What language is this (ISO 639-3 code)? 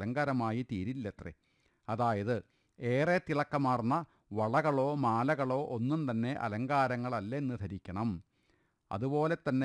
mal